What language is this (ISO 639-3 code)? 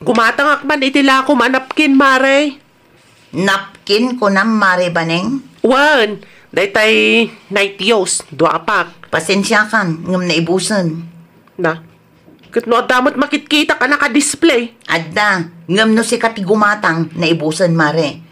ilo